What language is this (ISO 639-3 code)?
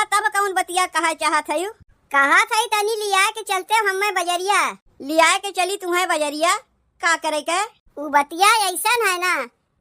awa